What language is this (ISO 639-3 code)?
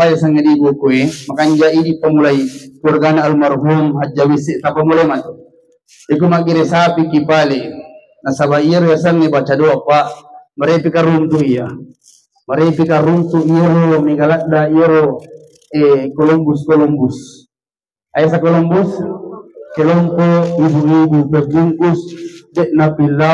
bug